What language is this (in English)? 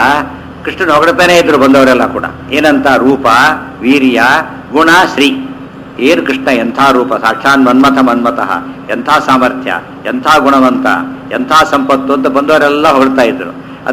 Kannada